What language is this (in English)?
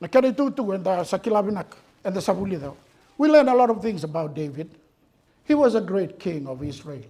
Fijian